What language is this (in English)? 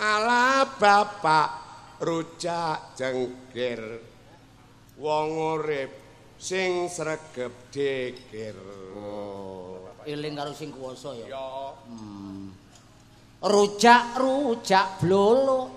Javanese